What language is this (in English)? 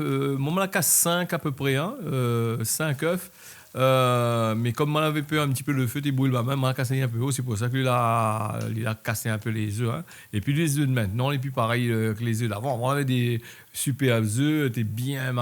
Réunion Creole French